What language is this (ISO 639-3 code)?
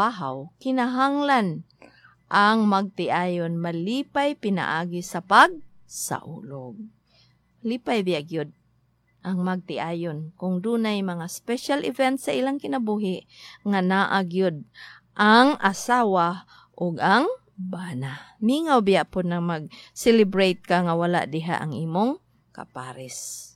ceb